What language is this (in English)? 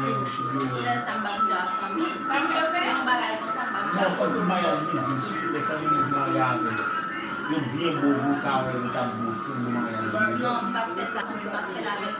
Haitian Creole